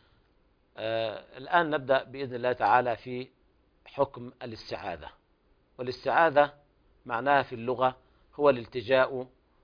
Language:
Arabic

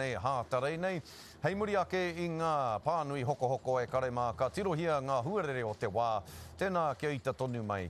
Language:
Māori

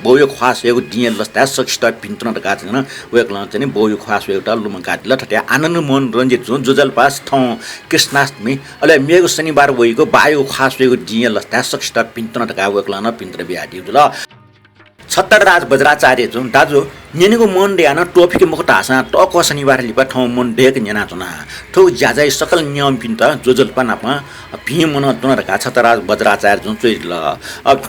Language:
Newari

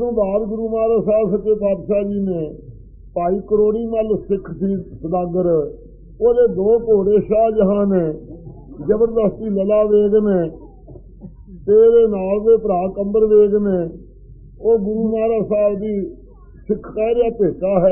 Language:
Punjabi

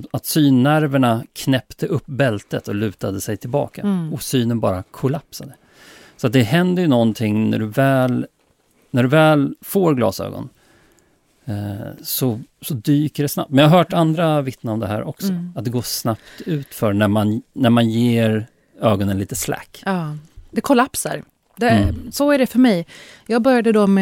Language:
Swedish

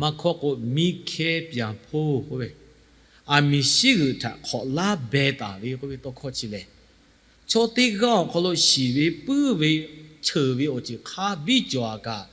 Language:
Lahu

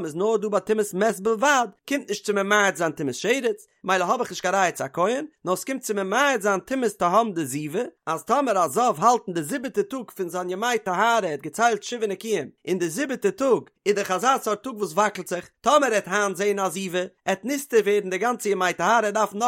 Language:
Yiddish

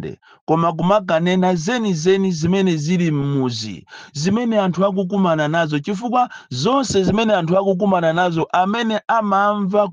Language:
Nyanja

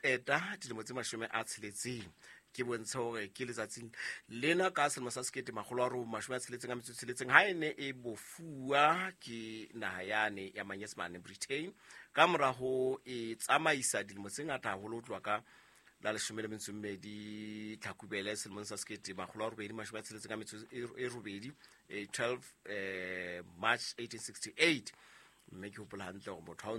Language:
Southern Sotho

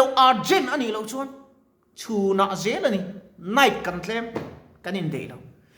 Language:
Mizo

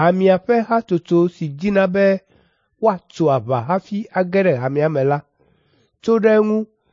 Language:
Ewe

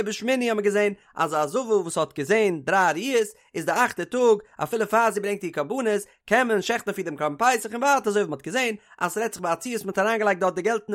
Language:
Yiddish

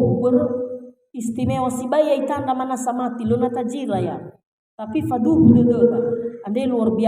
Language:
Nias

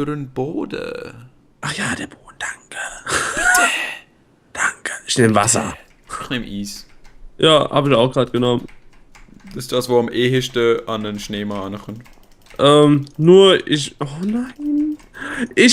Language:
Swiss German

